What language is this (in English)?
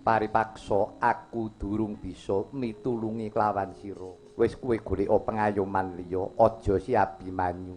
Javanese